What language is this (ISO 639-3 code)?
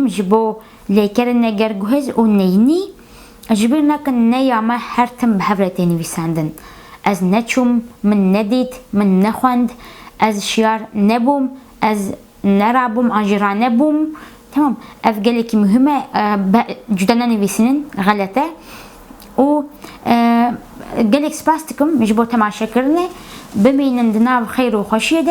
kur